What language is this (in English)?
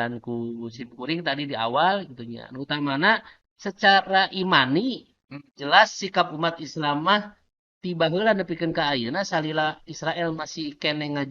Sundanese